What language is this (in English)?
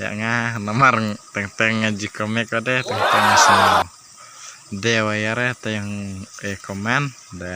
Khasi